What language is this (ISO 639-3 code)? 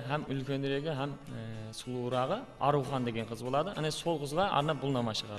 kaa